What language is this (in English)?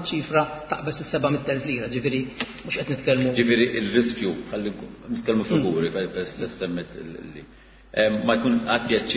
Maltese